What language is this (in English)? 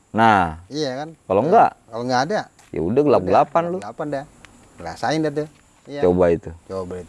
Betawi